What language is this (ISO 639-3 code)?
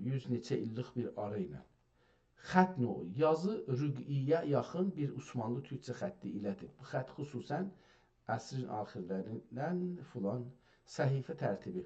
azb